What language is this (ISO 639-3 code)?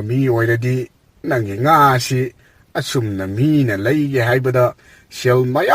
mni